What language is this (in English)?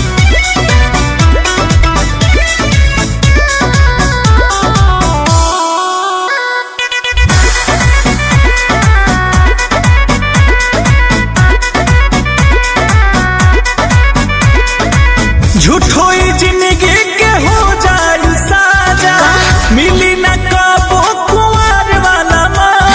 Bhojpuri